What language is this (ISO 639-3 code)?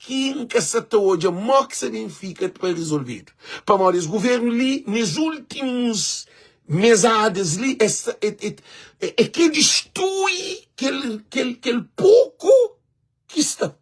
kea